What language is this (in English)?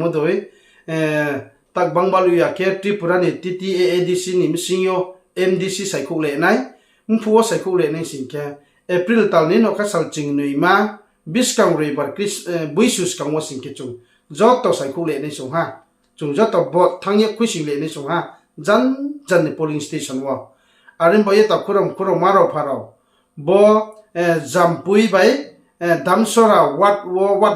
Riang (India)